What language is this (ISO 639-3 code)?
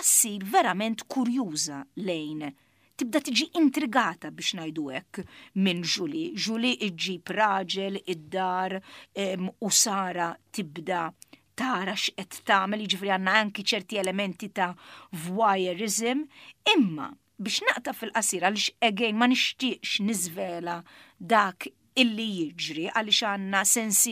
mlt